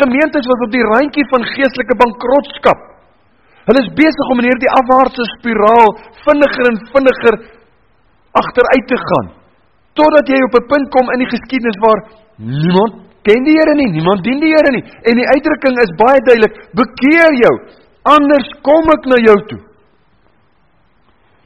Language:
Afrikaans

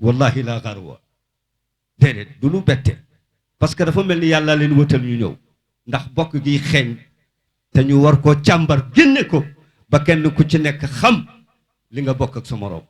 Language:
Wolof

